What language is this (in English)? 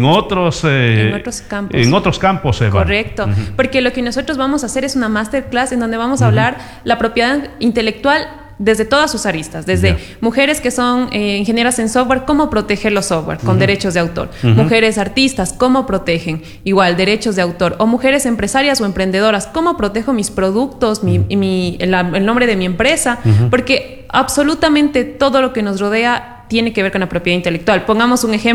Spanish